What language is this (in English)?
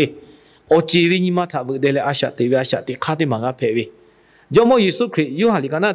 Lahu